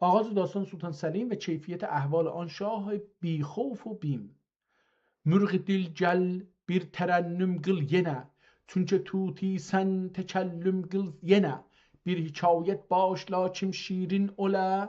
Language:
South Azerbaijani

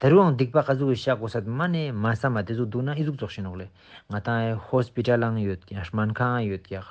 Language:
Ladakhi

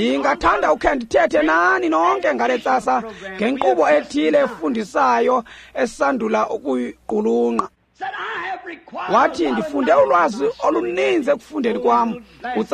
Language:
Xhosa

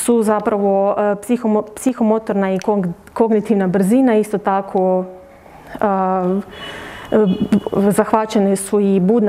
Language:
Croatian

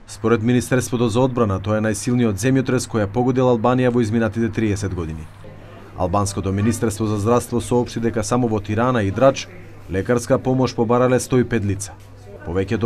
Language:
Macedonian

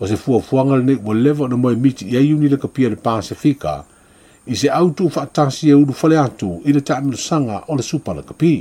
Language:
Samoan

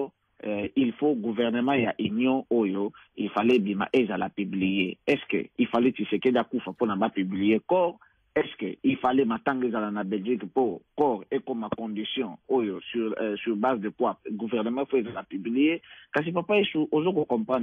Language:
Lingala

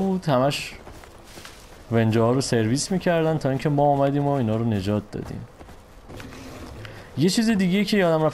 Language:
Persian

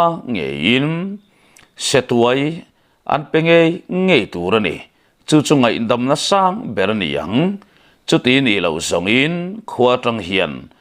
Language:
Mizo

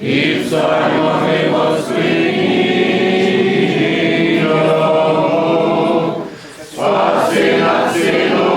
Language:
Rusyn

